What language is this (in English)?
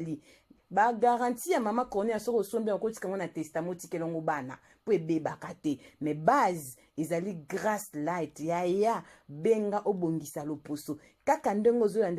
Lingala